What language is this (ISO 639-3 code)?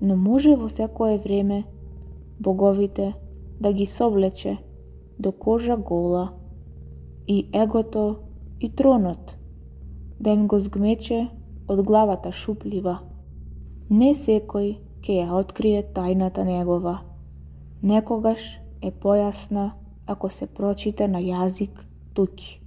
mkd